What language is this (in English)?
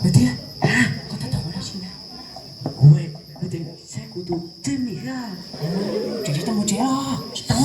Hmong